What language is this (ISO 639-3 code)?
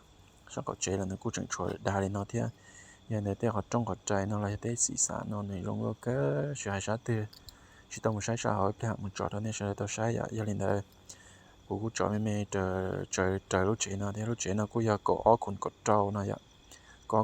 hmn